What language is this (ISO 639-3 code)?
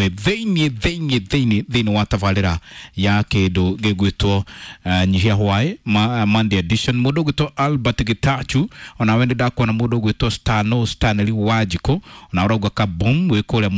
kik